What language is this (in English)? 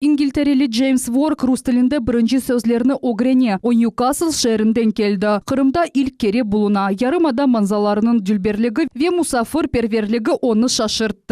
Crimean Tatar